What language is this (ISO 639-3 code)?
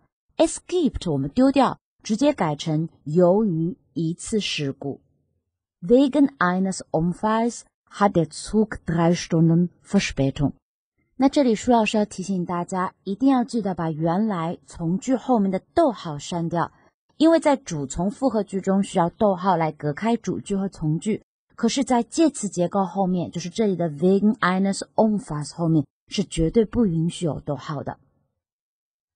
zho